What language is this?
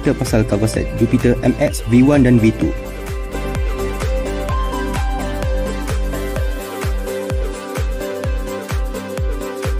Malay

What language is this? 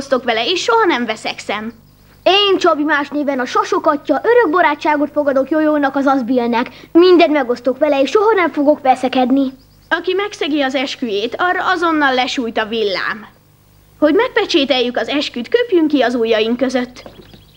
Hungarian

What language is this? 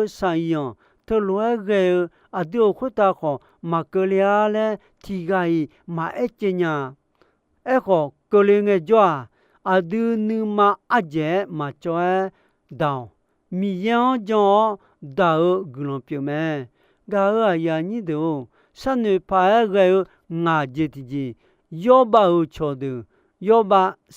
Akha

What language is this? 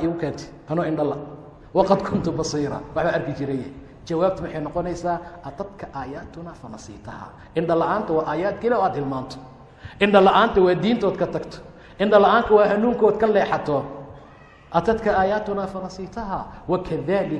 Somali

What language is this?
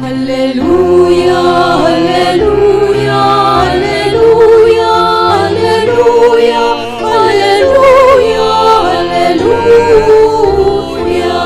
Pampanga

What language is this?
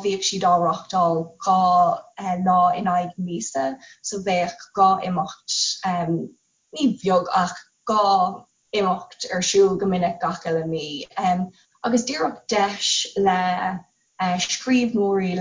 Irish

